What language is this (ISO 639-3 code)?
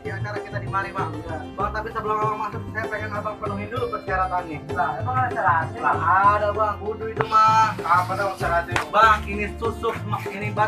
bew